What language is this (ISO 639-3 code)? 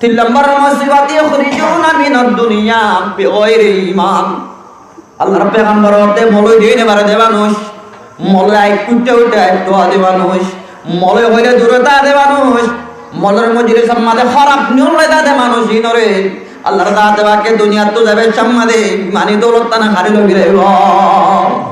rhg